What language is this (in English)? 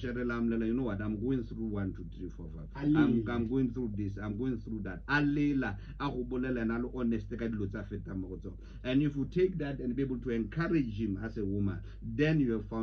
Tswana